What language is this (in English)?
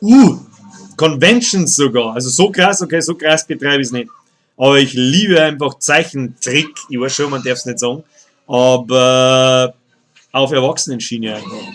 Bavarian